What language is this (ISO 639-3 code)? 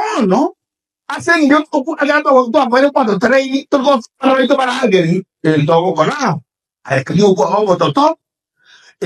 guz